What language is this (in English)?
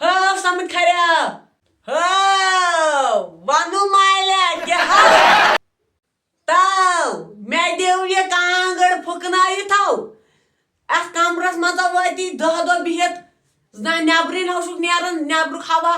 Kashmiri